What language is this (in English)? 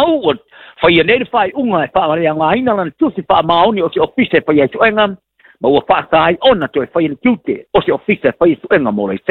Samoan